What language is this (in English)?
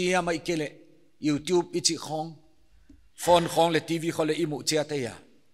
Paite Chin